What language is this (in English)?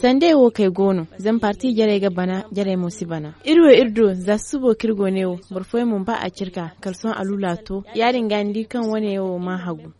Zarma